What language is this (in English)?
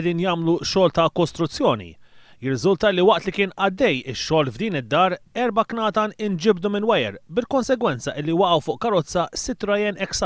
Maltese